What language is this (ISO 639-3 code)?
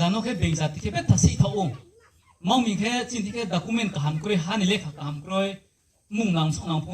ria